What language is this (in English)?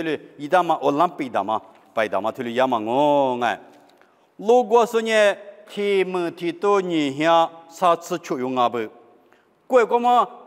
Lisu